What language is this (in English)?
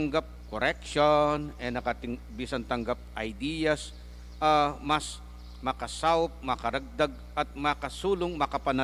Pampanga